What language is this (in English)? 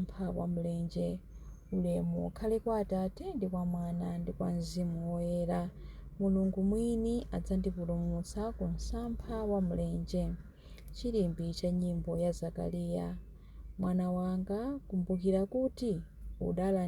Nyanja